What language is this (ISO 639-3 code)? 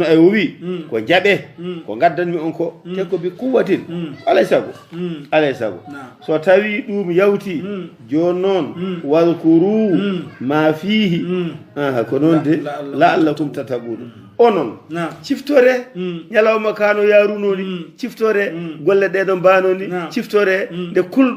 ful